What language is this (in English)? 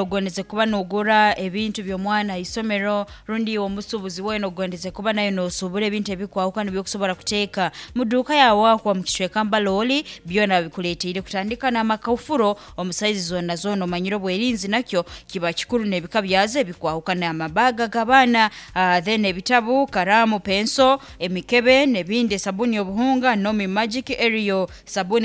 Nyankole